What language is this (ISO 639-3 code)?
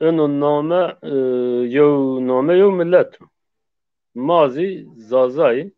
zza